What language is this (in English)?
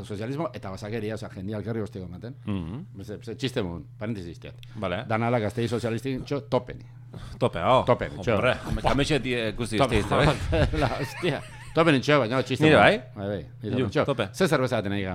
Basque